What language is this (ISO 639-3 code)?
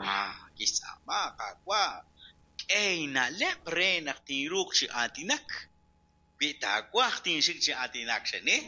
kek